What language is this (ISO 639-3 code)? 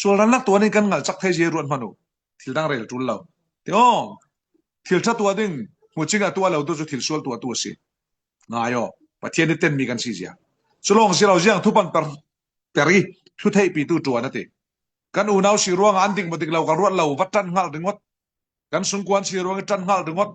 cfm